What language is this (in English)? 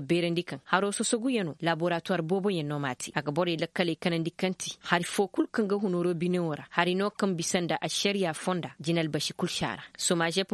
Koyraboro Senni